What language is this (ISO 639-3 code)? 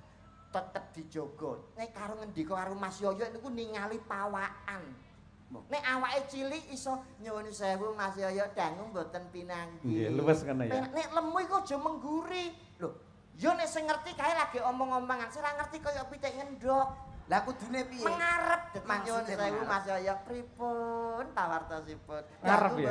jav